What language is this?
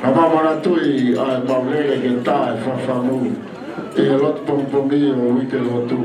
Tongan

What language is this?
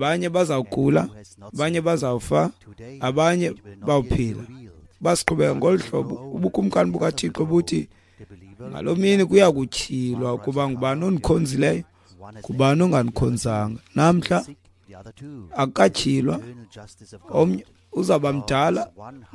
Xhosa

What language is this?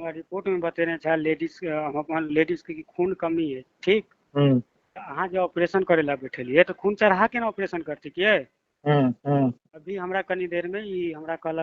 Maithili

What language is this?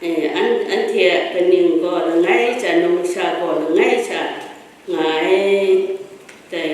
Kachin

